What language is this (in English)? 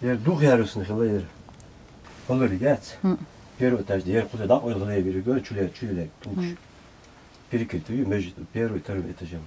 Chechen